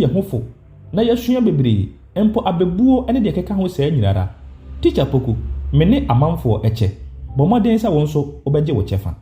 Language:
Akan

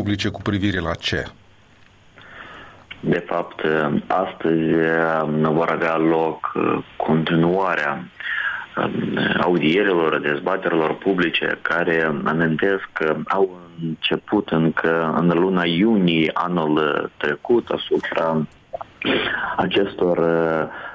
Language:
Romanian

